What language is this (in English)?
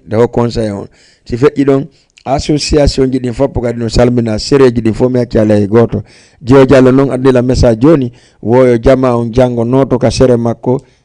Fula